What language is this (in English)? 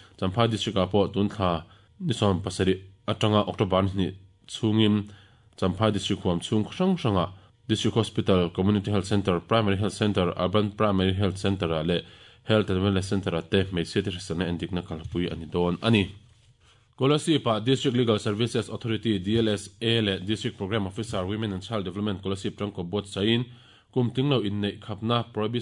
Mizo